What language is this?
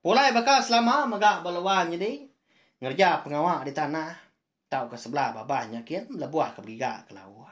Iban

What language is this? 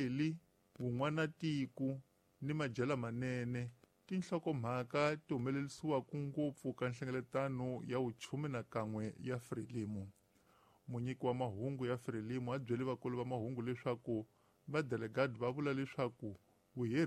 Tsonga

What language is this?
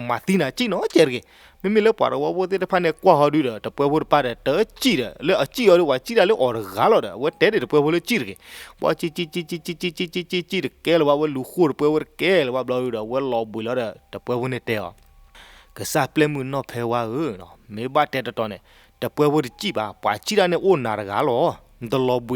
S'gaw Karen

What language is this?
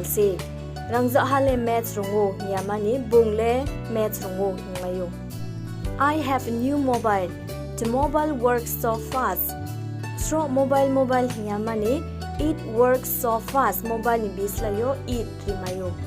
Riang (India)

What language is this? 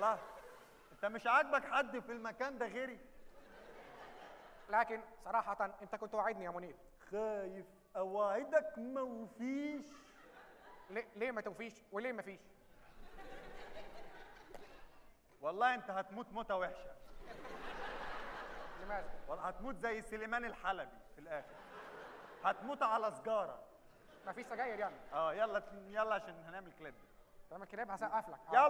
Egyptian Arabic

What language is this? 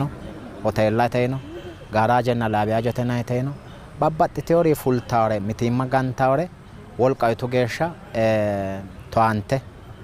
Sidamo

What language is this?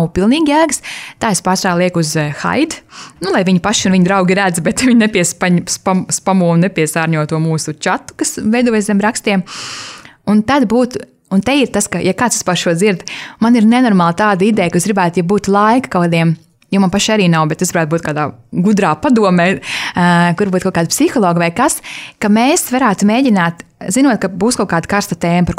Latvian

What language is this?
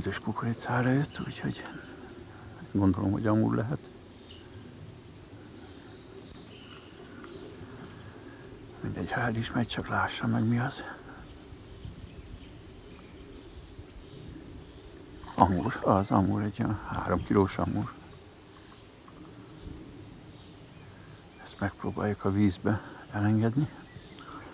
Hungarian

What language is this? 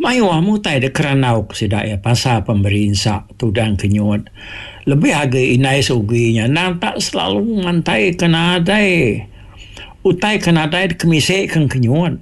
Iban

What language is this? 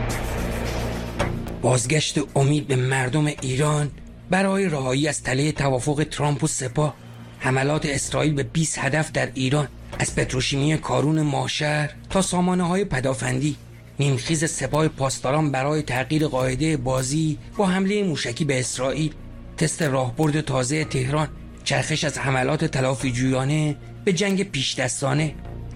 Persian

